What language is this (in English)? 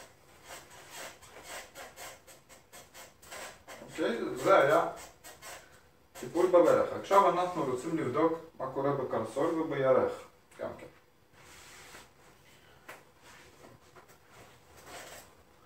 Hebrew